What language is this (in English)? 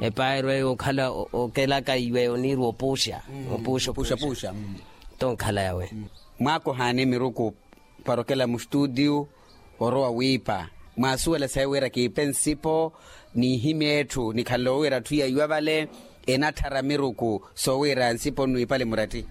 Makhuwa